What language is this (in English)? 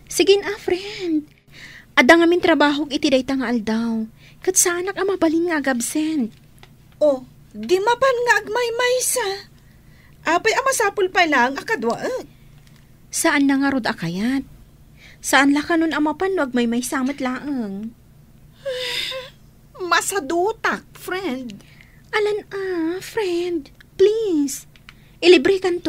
Iloko